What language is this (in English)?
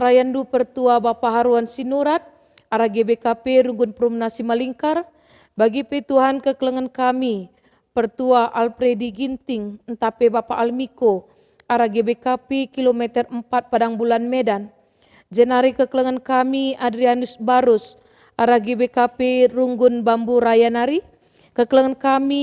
Batak Karo